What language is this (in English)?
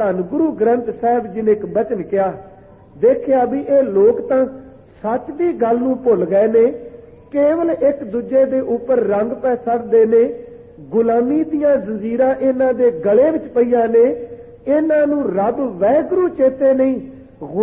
Punjabi